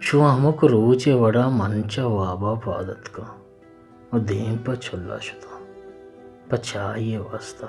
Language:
Baluchi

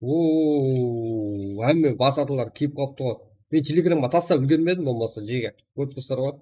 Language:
Kara-Kalpak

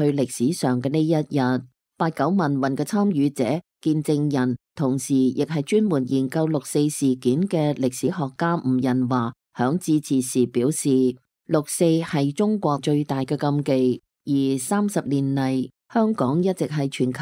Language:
Cantonese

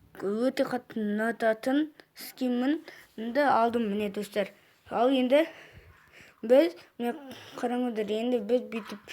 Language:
Kazakh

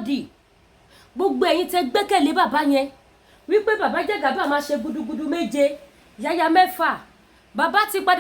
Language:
Yoruba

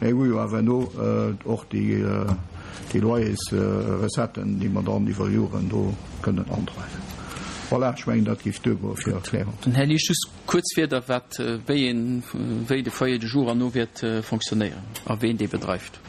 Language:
Luxembourgish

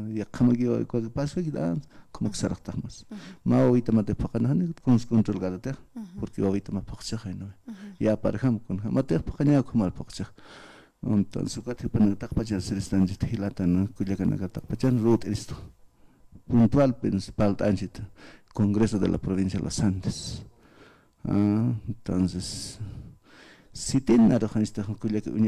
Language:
Aymara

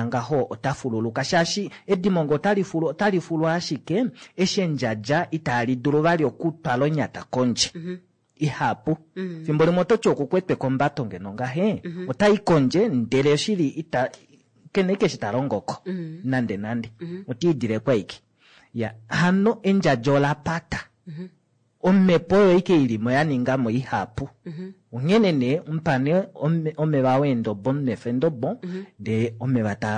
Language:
Kuanyama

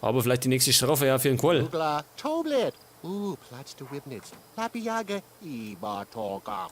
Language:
Bavarian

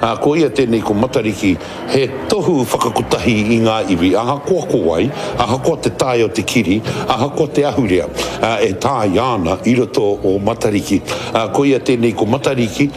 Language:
Māori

